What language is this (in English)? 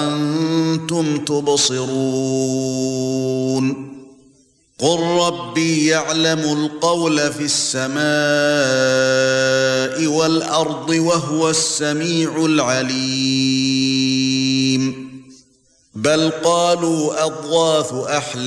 Arabic